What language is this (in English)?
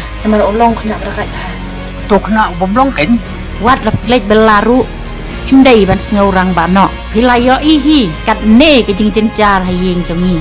Khasi